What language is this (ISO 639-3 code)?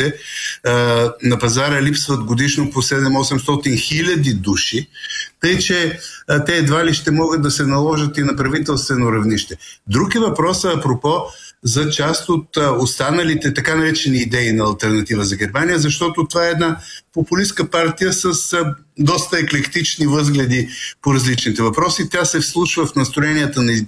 bul